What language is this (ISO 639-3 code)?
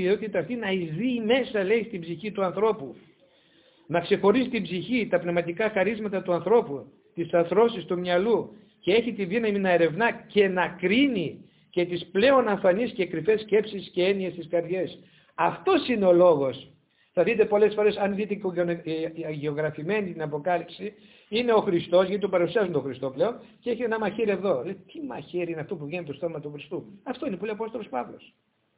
ell